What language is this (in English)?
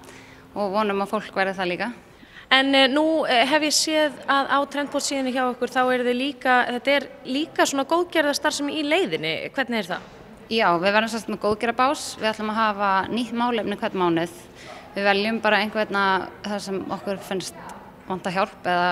Icelandic